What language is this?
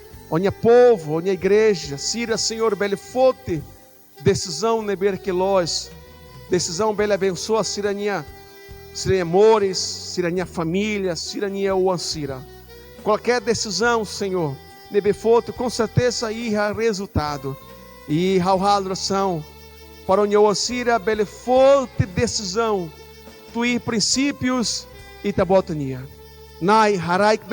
Tetum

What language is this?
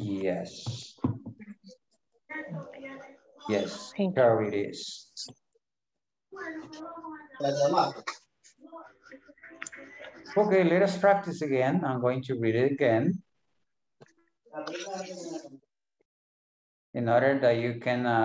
English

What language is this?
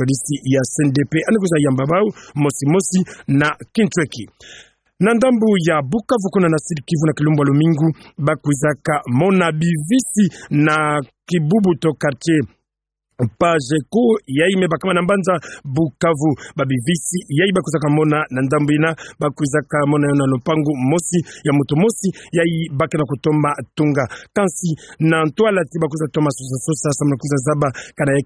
Kituba (Democratic Republic of Congo)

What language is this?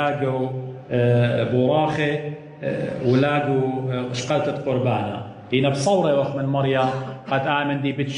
Assyrian Neo-Aramaic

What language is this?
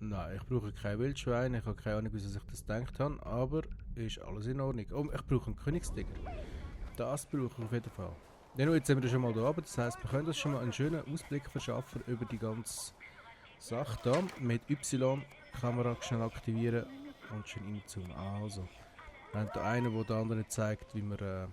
Swiss German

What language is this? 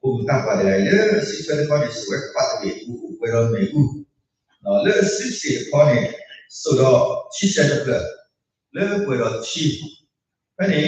S'gaw Karen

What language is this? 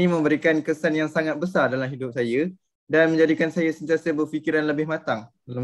Malay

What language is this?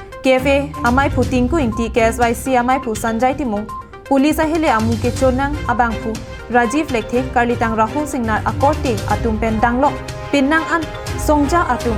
Karbi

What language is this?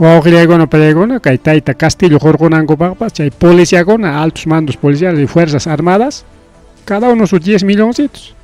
Ayacucho Quechua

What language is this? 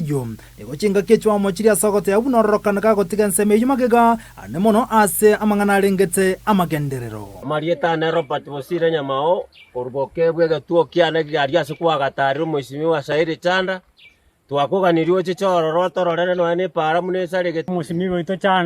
Gusii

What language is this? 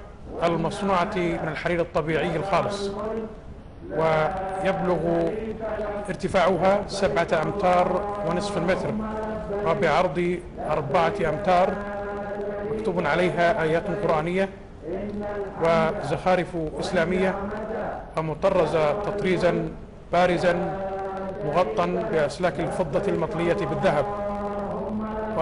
Arabic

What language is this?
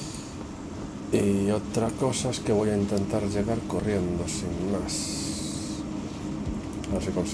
Spanish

